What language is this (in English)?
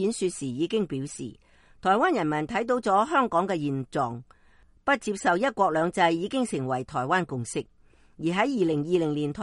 Cantonese